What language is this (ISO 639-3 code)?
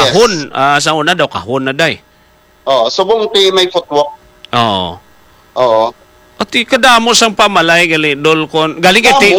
hil